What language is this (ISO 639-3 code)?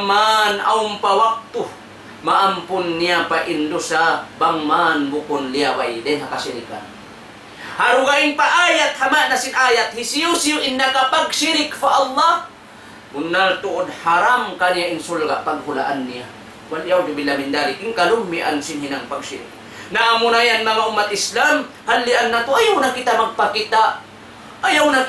tsg